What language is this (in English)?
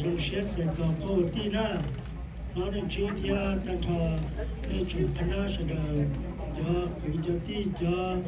Hmong